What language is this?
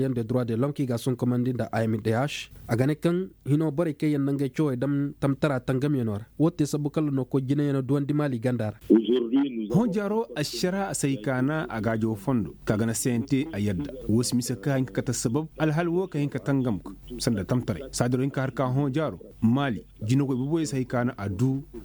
Koyraboro Senni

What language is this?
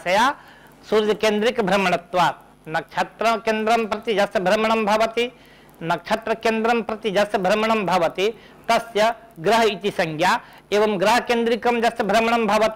Sanskrit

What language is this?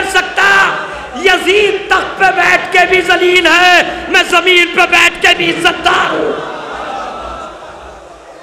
Urdu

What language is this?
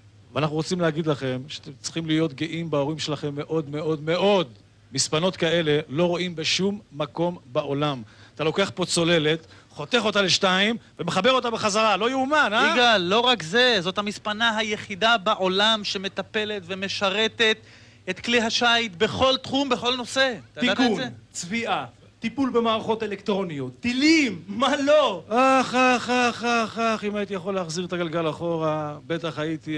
Hebrew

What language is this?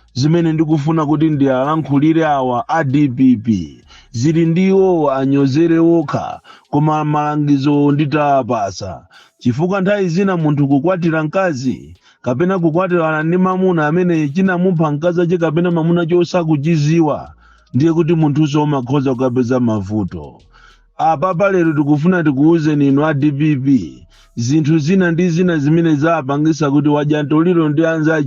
Nyanja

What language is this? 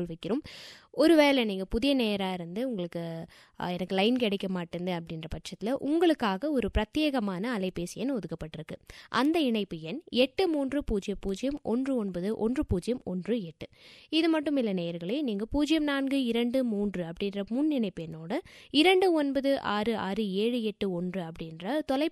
Tamil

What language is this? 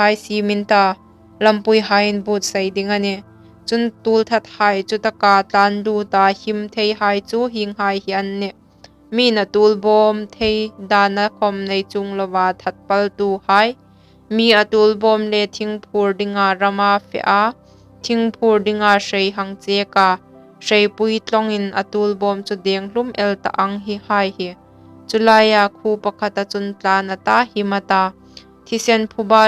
Hmar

